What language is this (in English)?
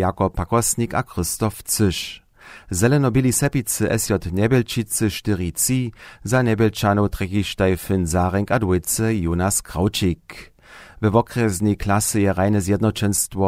Upper Sorbian